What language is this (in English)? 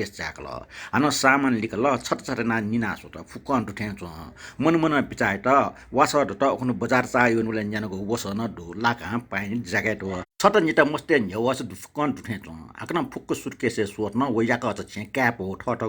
Newari